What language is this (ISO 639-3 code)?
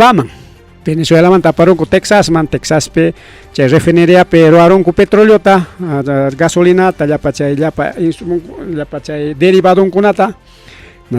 quy